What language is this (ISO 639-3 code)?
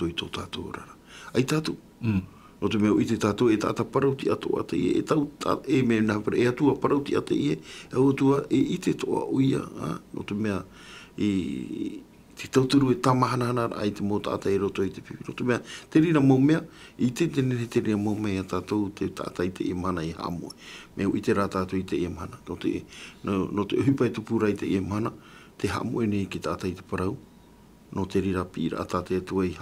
tah